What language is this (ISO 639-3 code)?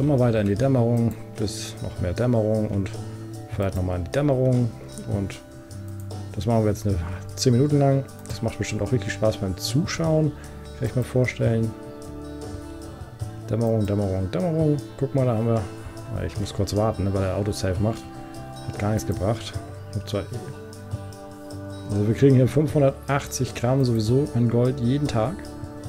deu